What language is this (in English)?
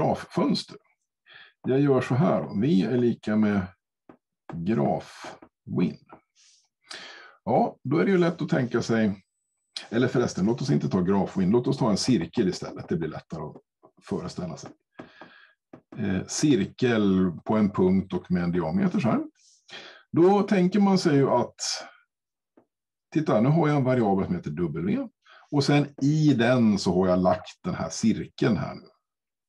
Swedish